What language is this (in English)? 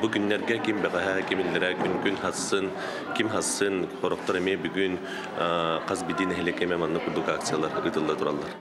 Yakut